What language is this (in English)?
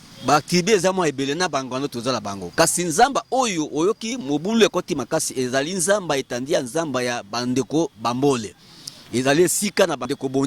Lingala